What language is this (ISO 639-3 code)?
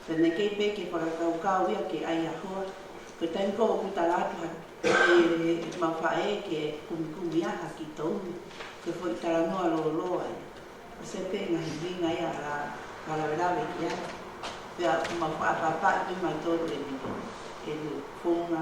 ton